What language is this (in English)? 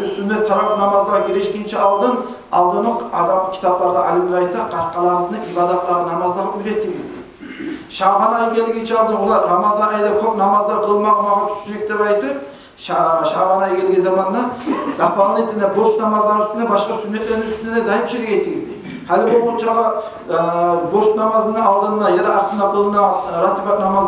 Kumyk